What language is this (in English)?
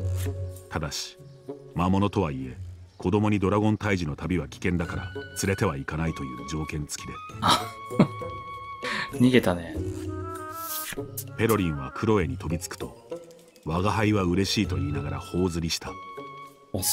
Japanese